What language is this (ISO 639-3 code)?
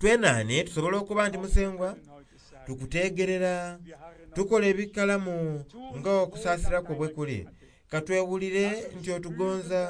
xog